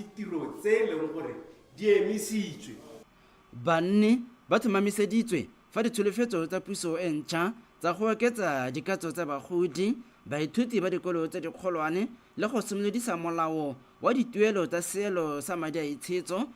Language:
Tswana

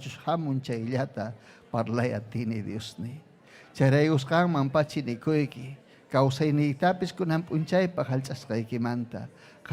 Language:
Ayacucho Quechua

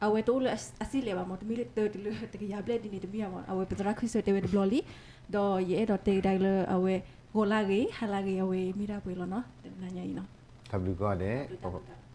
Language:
S'gaw Karen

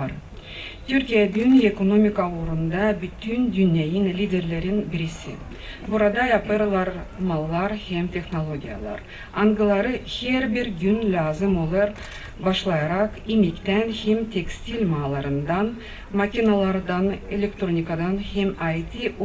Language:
Gagauz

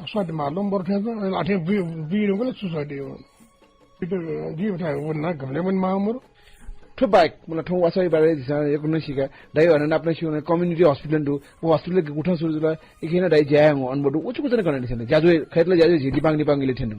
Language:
Newari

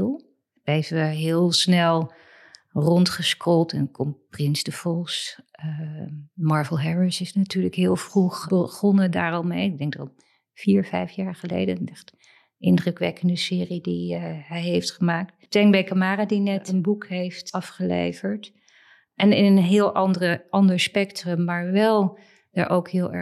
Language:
Dutch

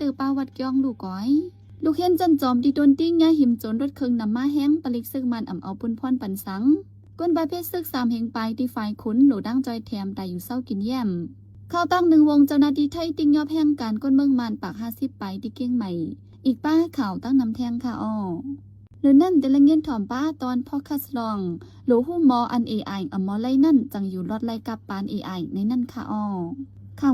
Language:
Shan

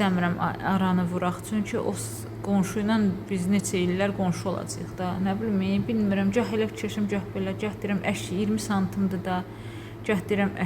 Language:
Azerbaijani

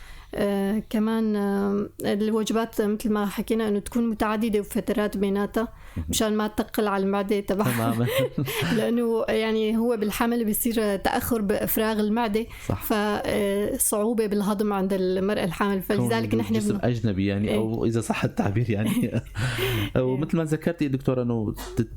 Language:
North Levantine Arabic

